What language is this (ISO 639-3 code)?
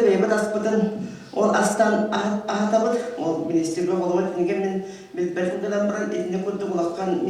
sah